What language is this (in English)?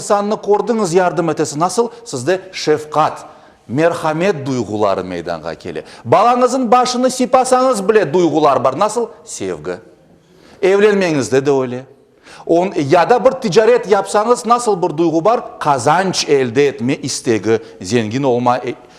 Crimean Tatar